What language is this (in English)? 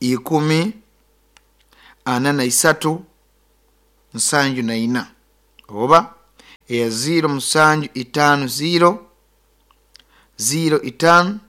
Nyoro